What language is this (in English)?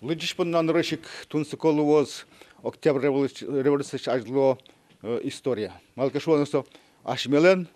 Udmurt